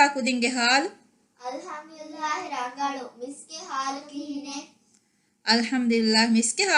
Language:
Divehi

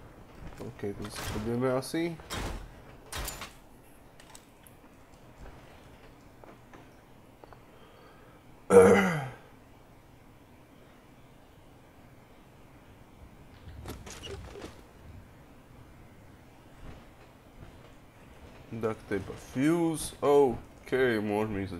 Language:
Slovak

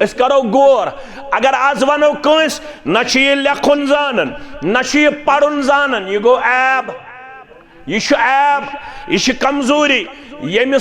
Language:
Kashmiri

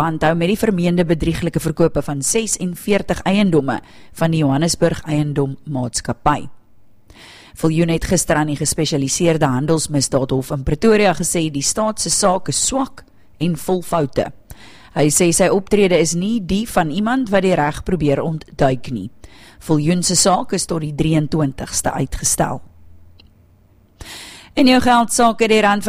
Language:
Afrikaans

